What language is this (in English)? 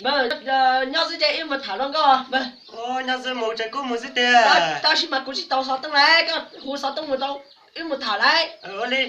Hmong